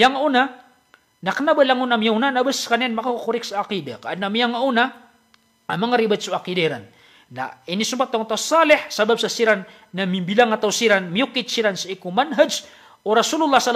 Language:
Maranao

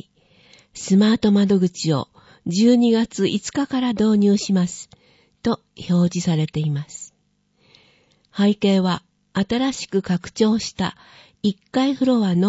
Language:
Japanese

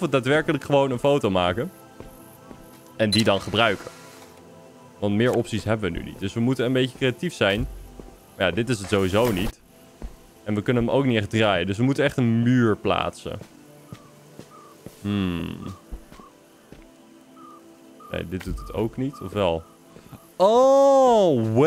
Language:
Dutch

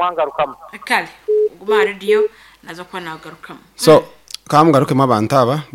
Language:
Nyankole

